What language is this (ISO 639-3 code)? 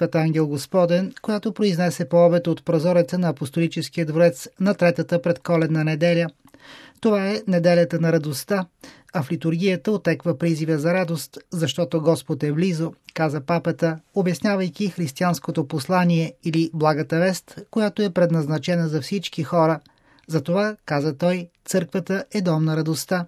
bul